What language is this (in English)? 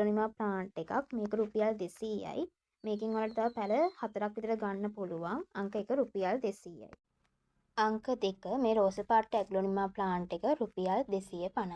Sinhala